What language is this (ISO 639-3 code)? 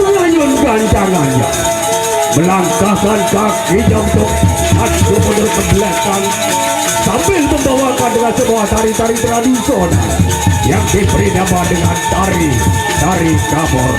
sas